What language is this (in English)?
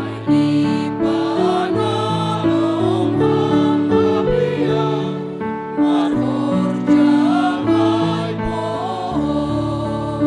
Batak Simalungun